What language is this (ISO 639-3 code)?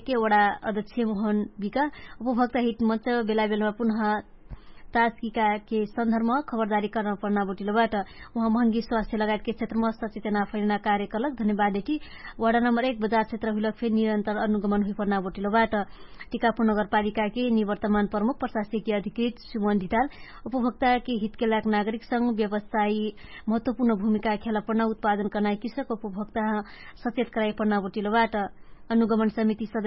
thl